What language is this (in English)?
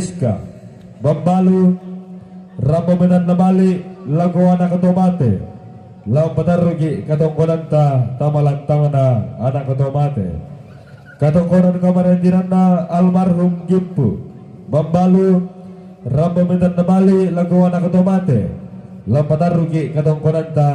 Toraja-Sa'dan